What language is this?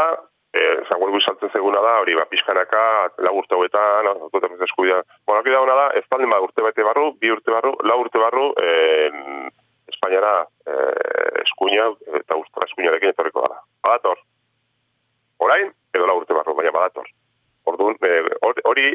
Basque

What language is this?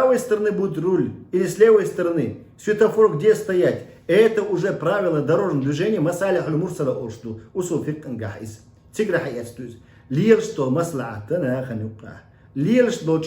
Chechen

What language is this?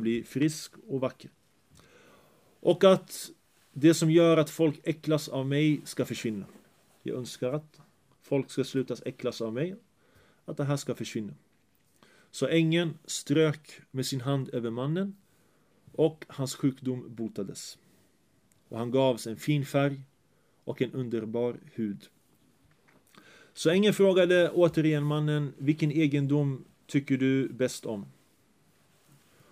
Swedish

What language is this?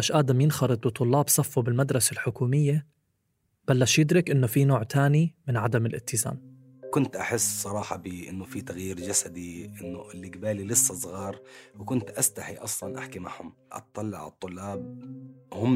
North Levantine Arabic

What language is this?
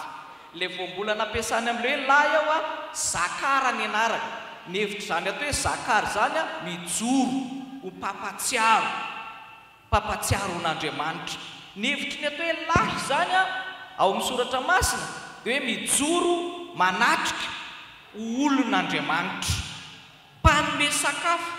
Malagasy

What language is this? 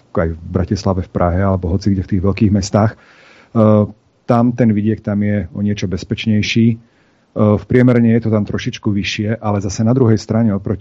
Slovak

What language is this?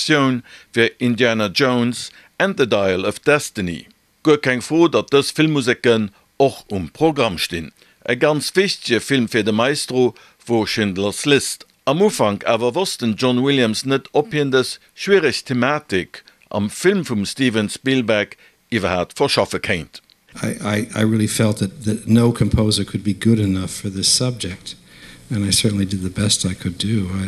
Luxembourgish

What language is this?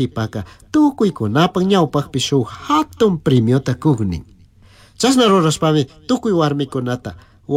Chimborazo Highland Quichua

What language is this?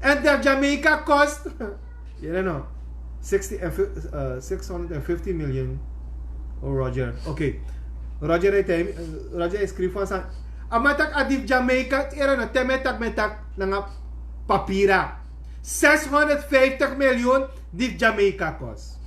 Sranan Tongo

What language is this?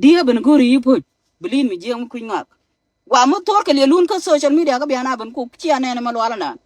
Nuer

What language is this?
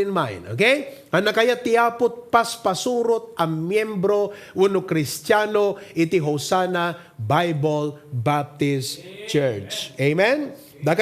Iloko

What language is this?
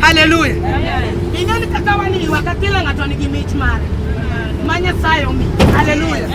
Luo (Kenya and Tanzania)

